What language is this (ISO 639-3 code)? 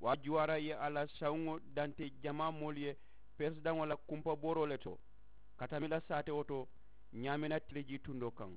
man